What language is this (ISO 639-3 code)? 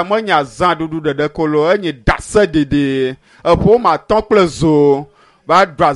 ewe